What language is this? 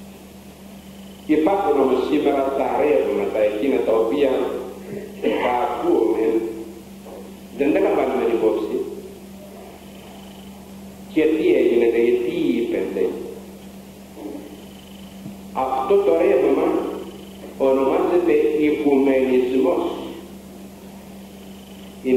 Greek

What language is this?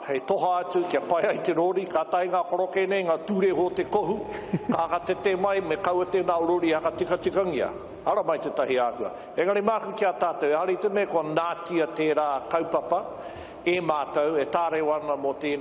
Māori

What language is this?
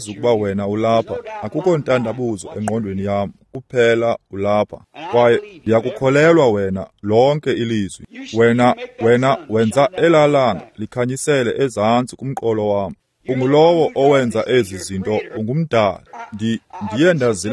Xhosa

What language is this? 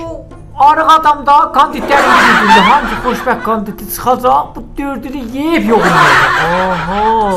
South Azerbaijani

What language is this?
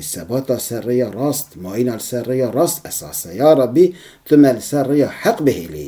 Kurdish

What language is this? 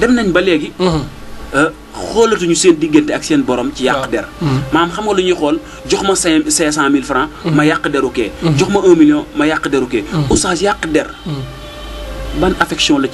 Wolof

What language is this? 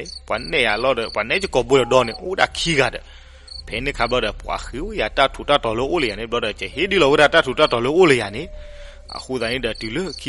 S'gaw Karen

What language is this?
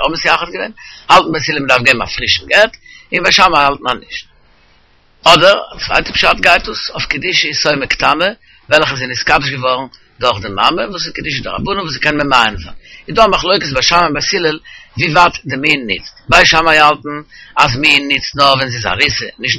Yiddish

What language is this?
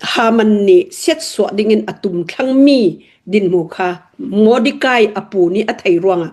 Hakha Chin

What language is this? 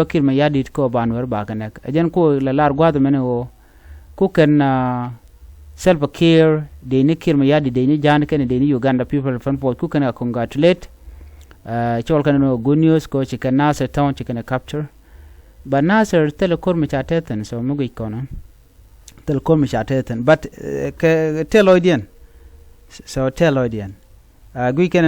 Nuer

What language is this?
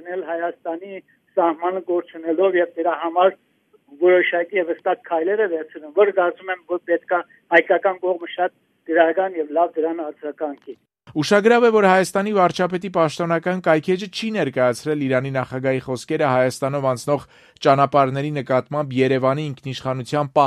Armenian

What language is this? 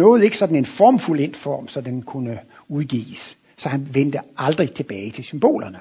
Danish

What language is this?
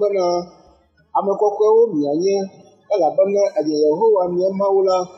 Ewe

